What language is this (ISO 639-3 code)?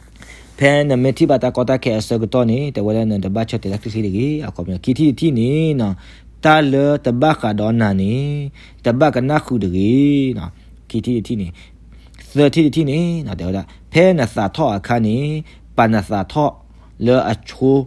ksw